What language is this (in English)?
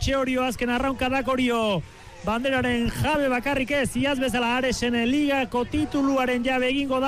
Basque